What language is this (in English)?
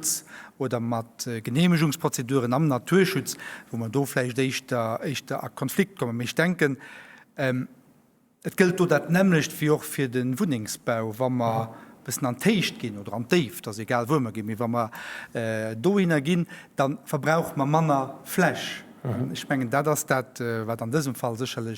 Luxembourgish